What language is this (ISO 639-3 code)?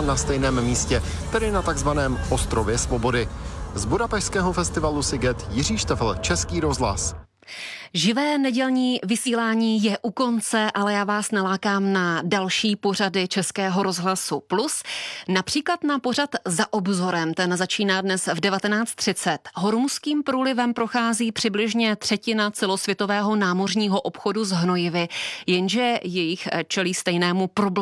ces